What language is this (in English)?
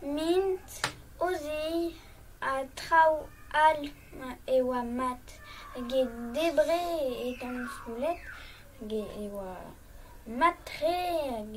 Breton